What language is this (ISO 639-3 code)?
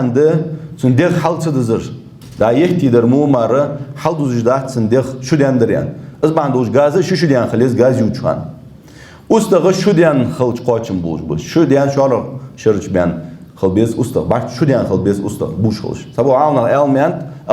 inh